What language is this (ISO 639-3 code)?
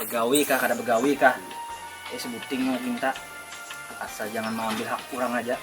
bjn